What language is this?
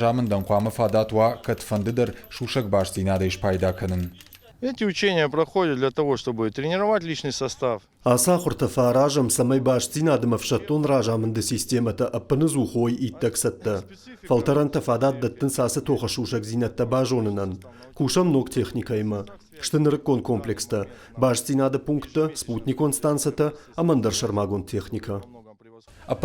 Ossetic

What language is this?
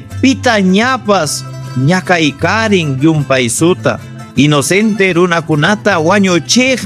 Ayacucho Quechua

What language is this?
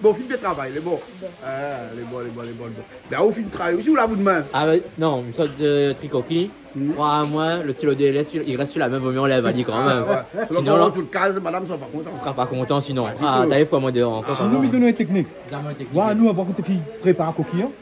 Réunion Creole French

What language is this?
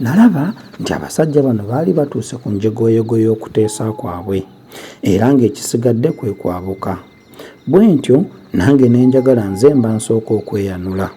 Ganda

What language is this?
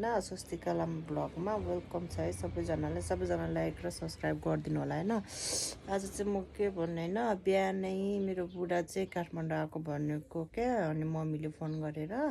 Nepali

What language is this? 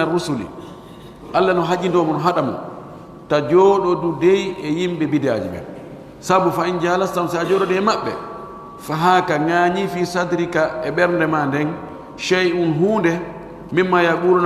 Pular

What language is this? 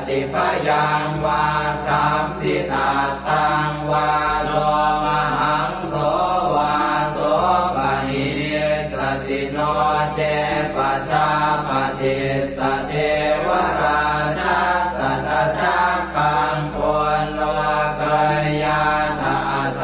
Pali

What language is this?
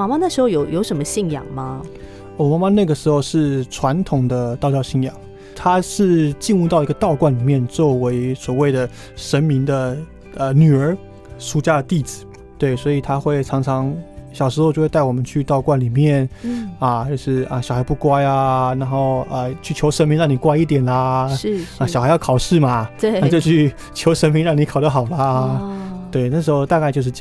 Chinese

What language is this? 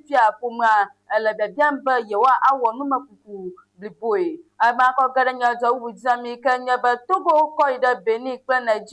Ewe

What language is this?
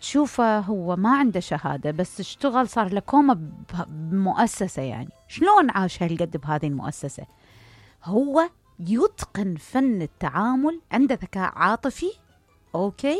Mesopotamian Arabic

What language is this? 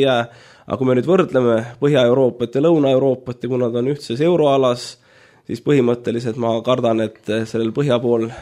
Estonian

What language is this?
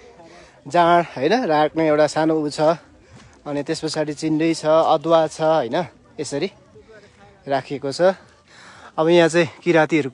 Nepali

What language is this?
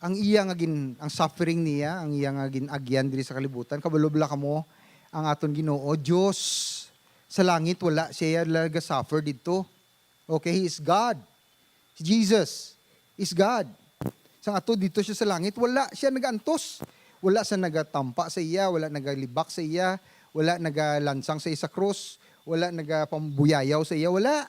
Hiligaynon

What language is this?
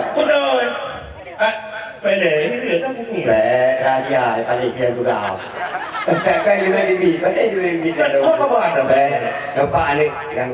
Achinese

